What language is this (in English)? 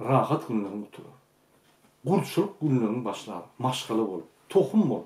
Turkmen